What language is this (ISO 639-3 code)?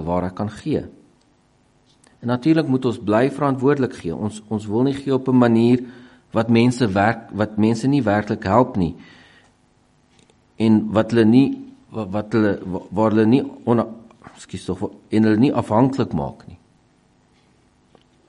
afr